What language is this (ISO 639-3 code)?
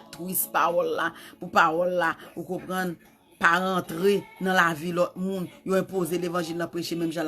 hat